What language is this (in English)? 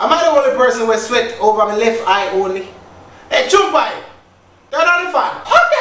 Jamaican Creole English